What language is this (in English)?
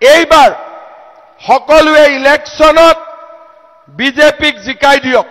Assamese